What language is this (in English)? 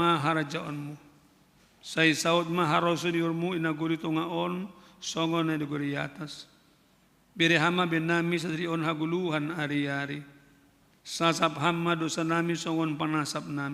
Batak Simalungun